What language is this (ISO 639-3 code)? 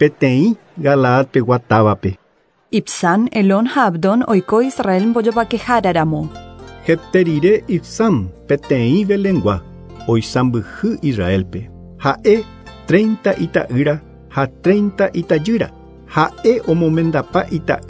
grn